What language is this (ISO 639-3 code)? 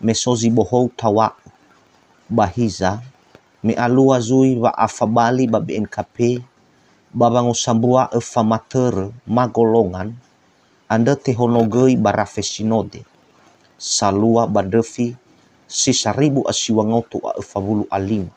nia